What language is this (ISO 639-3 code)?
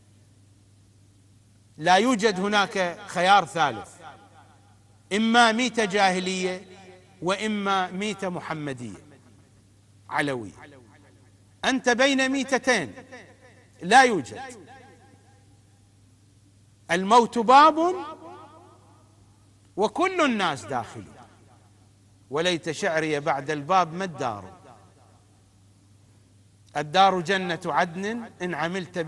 ara